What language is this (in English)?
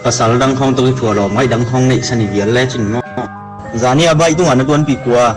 Tedim Chin